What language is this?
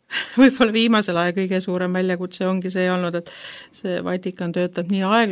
Estonian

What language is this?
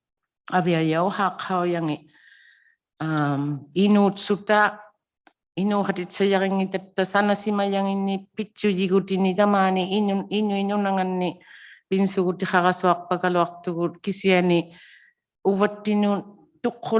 Inuktitut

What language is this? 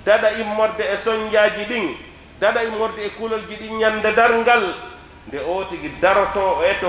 Fula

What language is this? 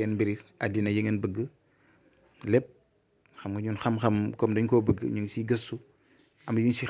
Wolof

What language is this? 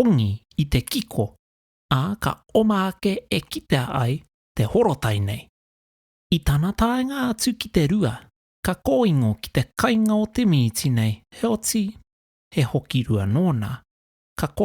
Māori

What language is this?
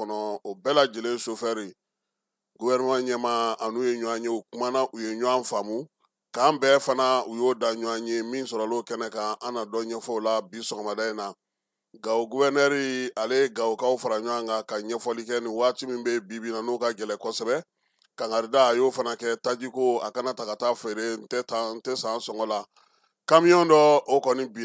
Bambara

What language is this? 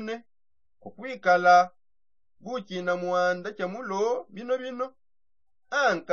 Songe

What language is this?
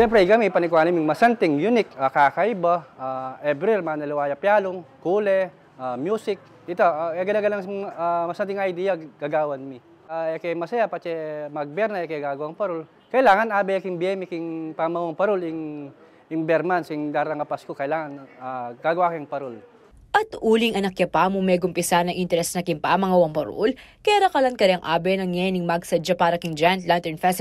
Pampanga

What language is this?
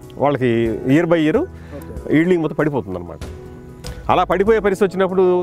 Telugu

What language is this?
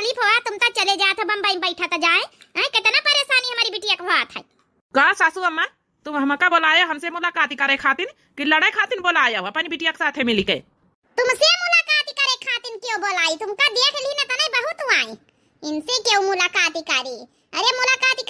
Awadhi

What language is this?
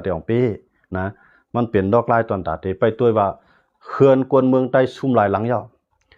Shan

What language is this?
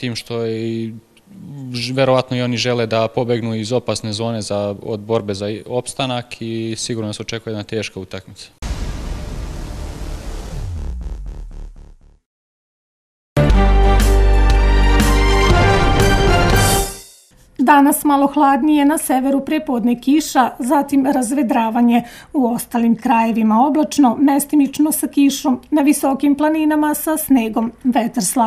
Serbian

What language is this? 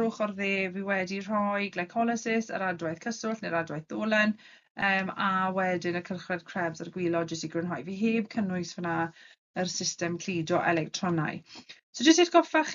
Welsh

